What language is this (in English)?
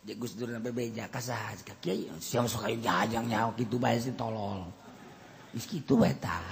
Sundanese